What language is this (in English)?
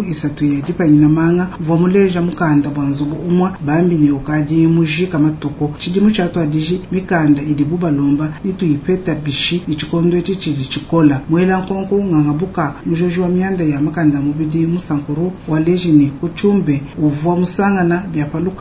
Luba-Lulua